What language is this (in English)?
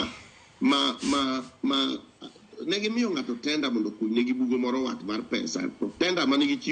Luo (Kenya and Tanzania)